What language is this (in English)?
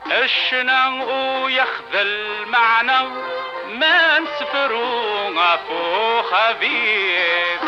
Kabyle